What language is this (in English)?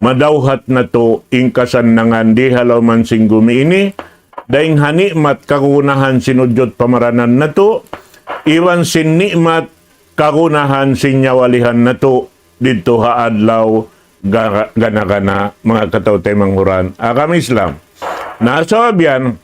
Tausug